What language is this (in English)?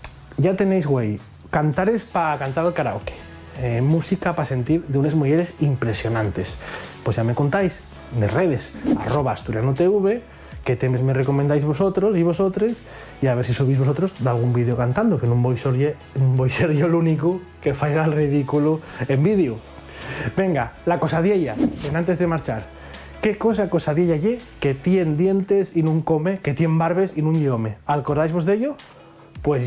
Asturian